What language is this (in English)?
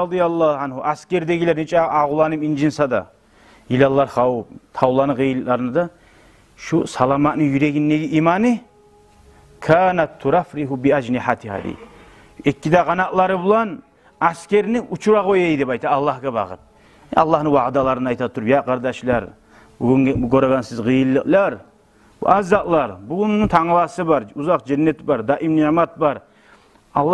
Kumyk